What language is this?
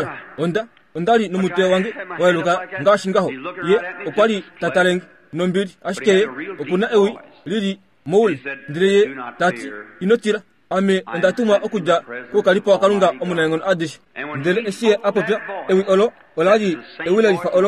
Kuanyama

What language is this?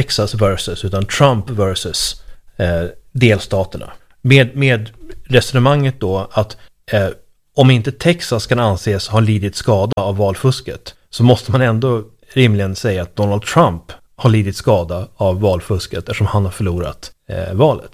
Swedish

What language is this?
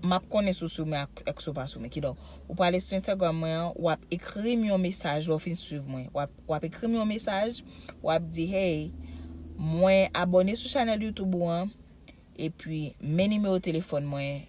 Haitian Creole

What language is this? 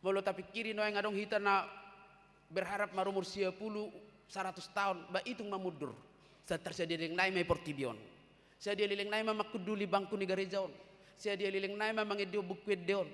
Batak Toba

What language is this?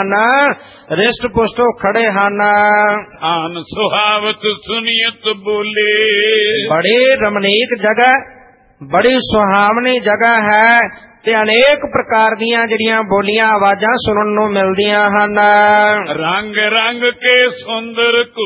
Punjabi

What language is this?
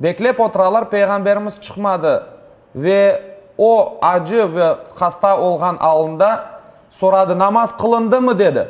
Crimean Tatar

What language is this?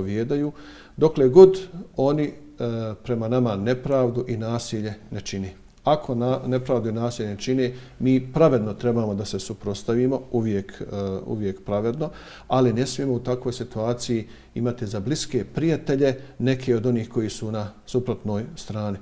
Bosnian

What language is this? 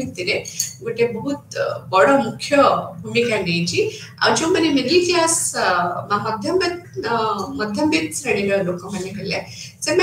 Odia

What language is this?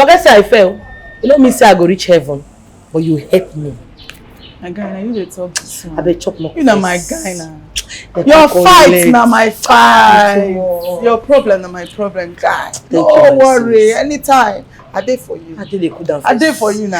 Nigerian Pidgin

